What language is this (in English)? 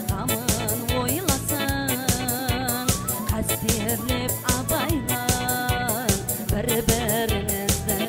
Kara-Kalpak